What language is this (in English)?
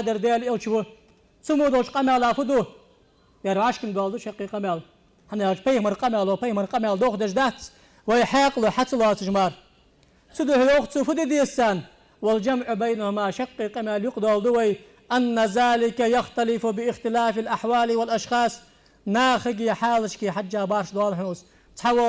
Ingush